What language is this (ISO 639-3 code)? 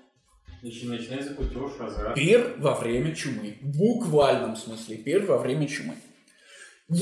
rus